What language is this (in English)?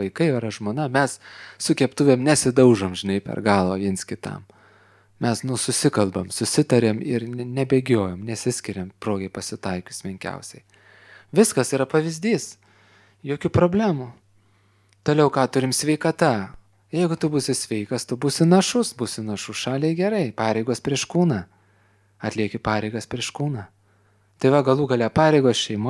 Lithuanian